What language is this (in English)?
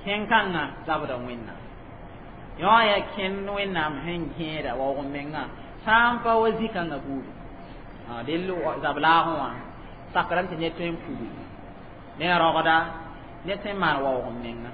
Mossi